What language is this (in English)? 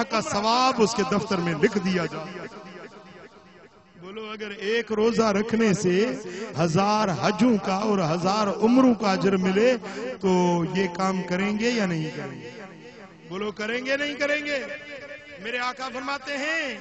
Urdu